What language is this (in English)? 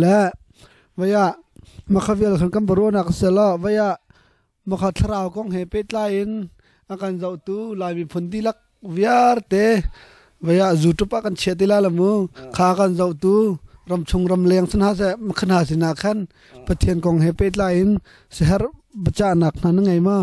Hakha Chin